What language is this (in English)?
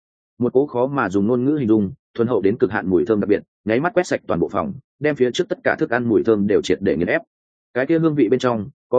Vietnamese